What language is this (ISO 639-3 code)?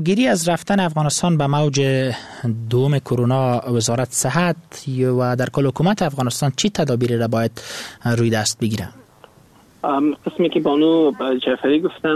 fas